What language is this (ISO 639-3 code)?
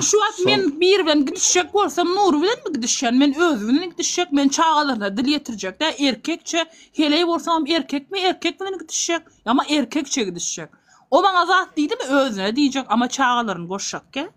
tuk